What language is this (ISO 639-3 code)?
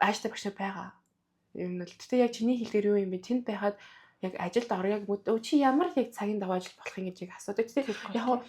mon